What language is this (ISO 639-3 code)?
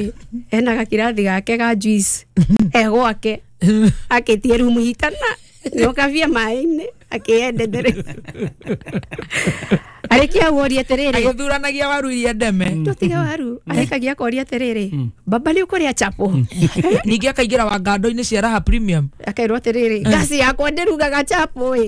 kik